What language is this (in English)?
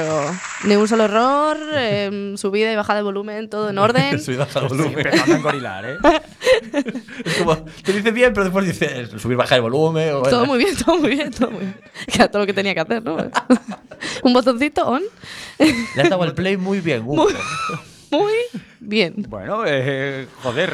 Spanish